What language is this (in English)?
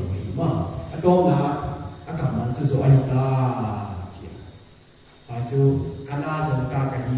Paite Chin